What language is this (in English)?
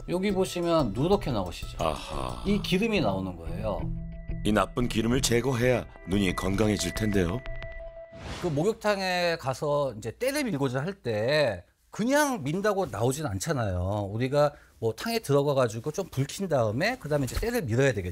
Korean